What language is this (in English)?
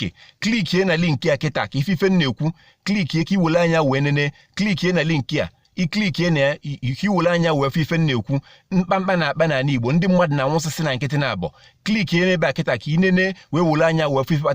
Igbo